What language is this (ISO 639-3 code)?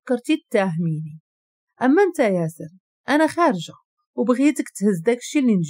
ary